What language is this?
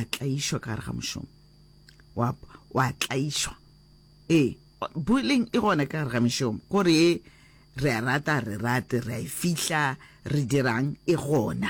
Northern Sotho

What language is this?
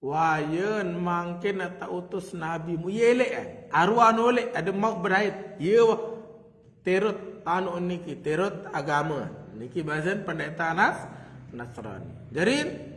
Sasak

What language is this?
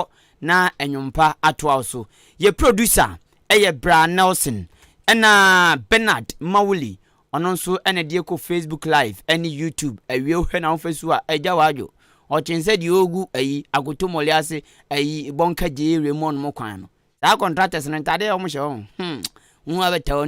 Akan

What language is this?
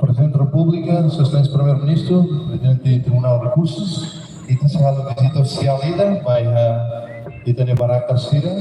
Tetum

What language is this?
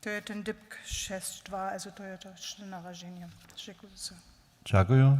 Upper Sorbian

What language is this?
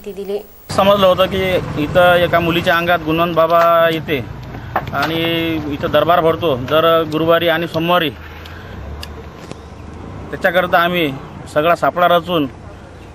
Marathi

